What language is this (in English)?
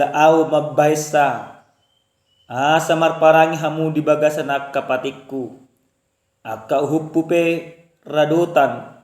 Batak Toba